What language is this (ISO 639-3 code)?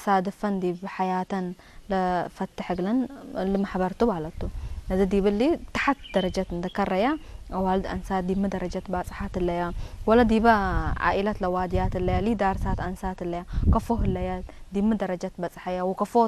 tig